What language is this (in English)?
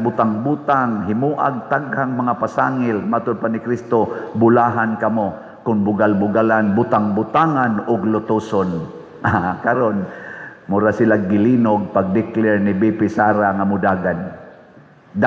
Cebuano